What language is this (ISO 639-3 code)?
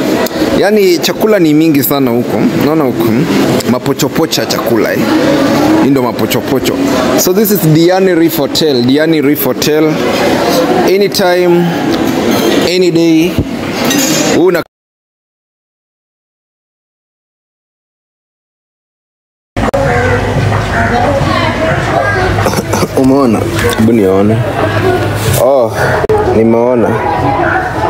swa